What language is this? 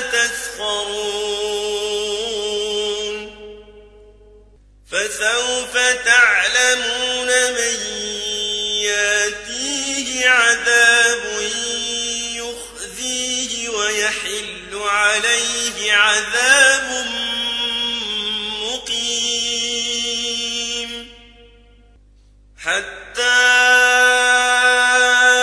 Arabic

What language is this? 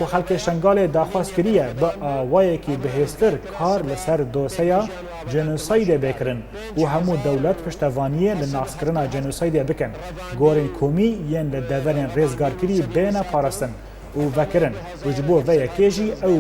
Kurdish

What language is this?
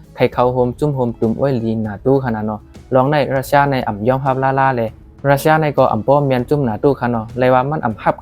Shan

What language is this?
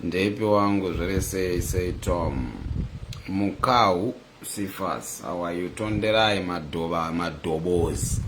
Shona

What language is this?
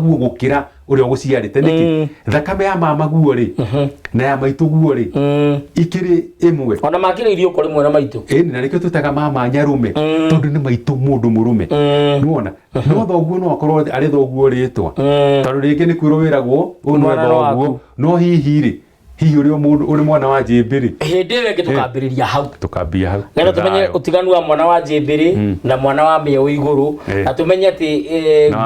Kikuyu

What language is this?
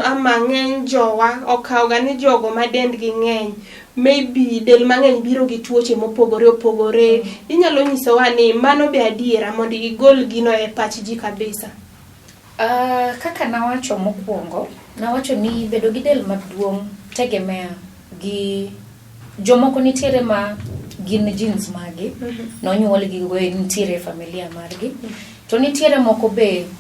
Luo (Kenya and Tanzania)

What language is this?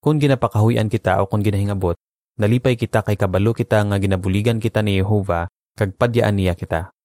Hiligaynon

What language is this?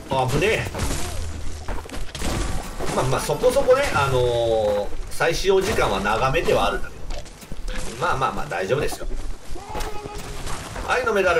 Japanese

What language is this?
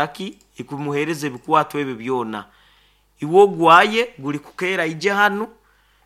Nyoro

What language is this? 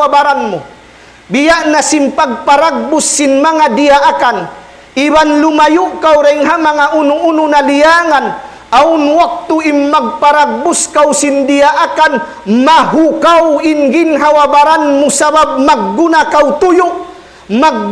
Tausug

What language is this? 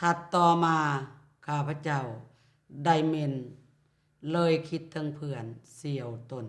Lao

